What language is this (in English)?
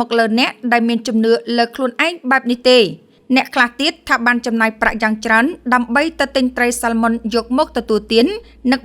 Khmer